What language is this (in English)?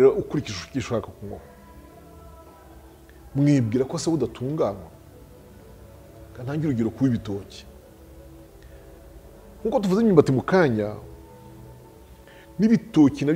Kinyarwanda